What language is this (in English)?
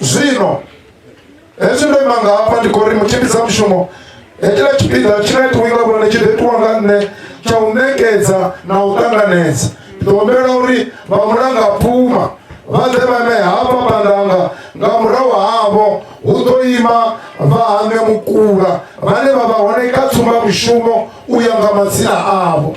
Venda